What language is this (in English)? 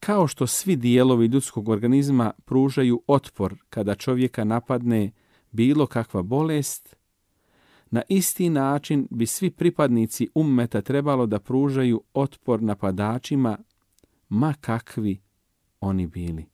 Bosnian